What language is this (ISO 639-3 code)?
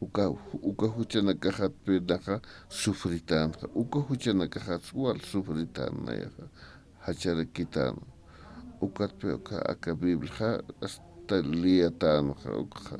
aym